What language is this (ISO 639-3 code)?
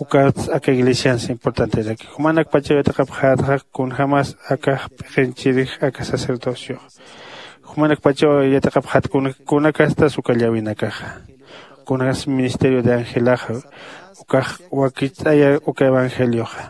aym